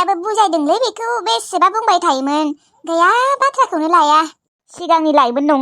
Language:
Bodo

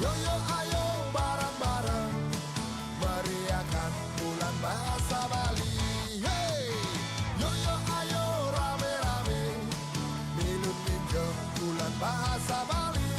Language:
Balinese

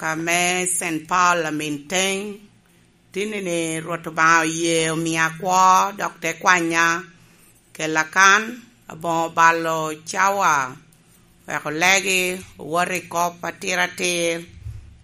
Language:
Lango (Uganda)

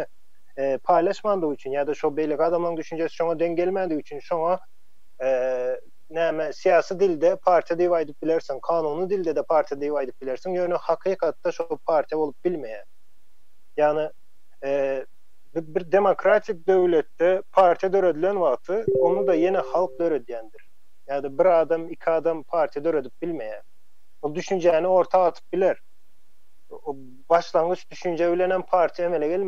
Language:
Turkmen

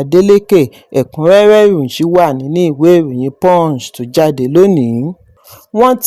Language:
Yoruba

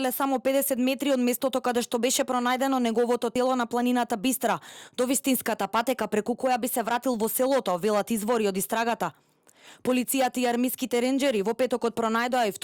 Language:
Macedonian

